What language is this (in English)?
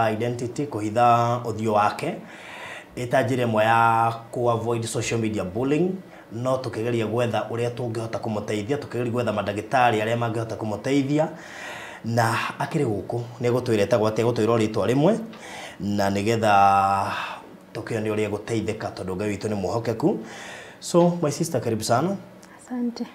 Kikuyu